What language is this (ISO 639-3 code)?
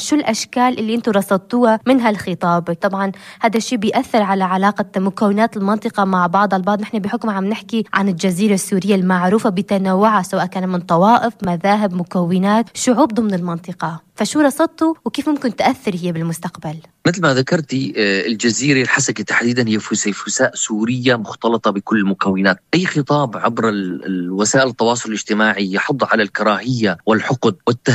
apc